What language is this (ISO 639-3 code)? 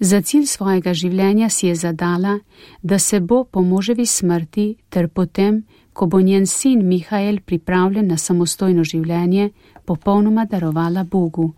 slv